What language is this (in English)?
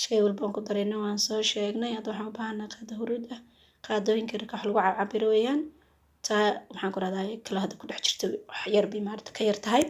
Somali